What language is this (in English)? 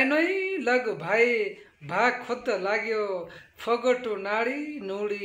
Nepali